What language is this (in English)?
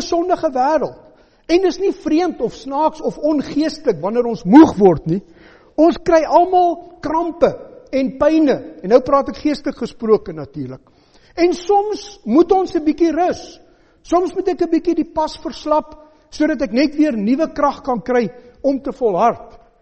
Afrikaans